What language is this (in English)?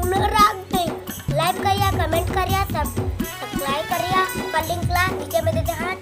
Chhattisgarhi